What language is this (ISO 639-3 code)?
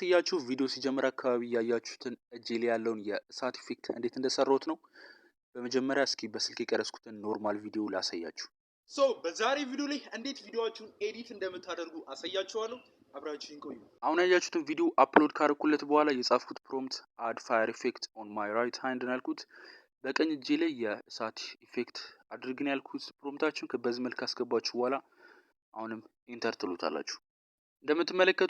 amh